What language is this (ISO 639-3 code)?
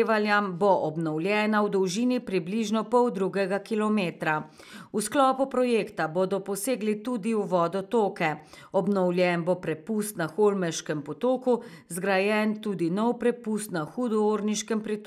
slv